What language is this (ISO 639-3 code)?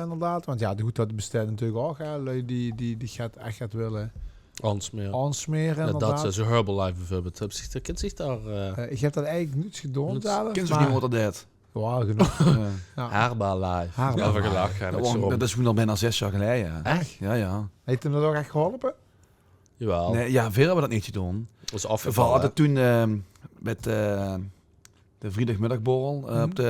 lim